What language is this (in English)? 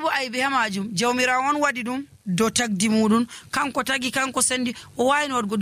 Nigerian Fulfulde